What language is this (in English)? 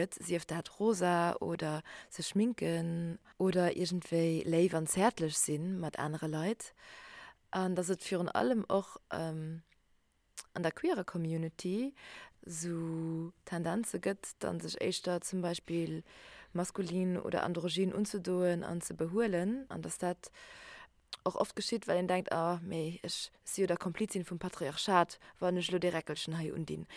Luxembourgish